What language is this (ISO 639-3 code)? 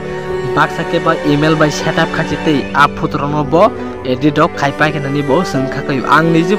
trp